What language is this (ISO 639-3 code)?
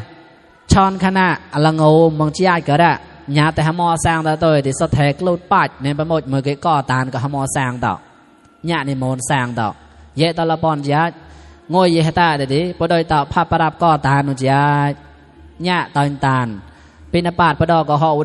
mnw